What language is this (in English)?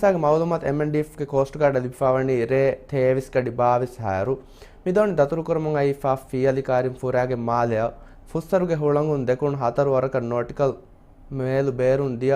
Divehi